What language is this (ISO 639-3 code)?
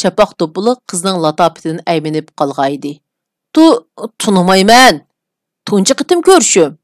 uig